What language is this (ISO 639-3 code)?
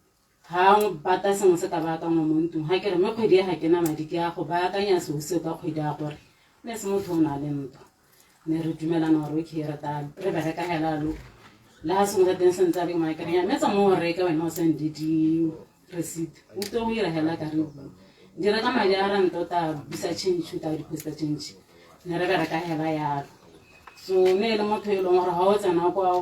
tsn